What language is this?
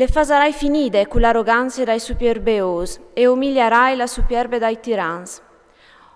Friulian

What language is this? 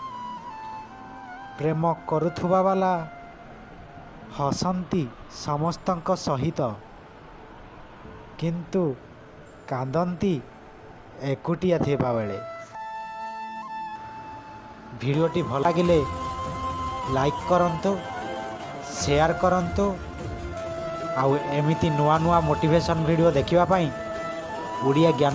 Odia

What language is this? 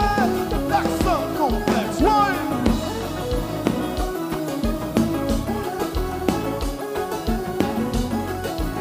French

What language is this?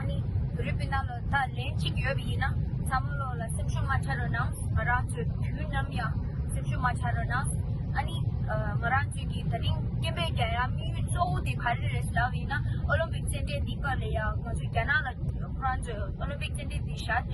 Tibetan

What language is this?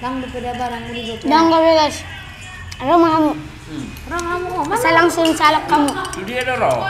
Batak Toba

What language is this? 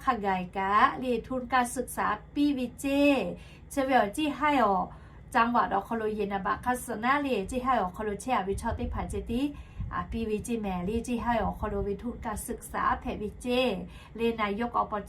Lahu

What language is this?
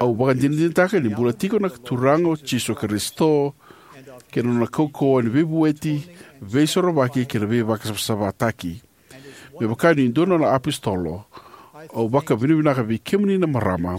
Fijian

